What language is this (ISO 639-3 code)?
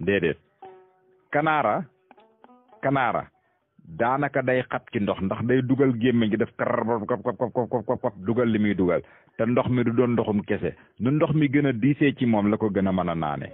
wol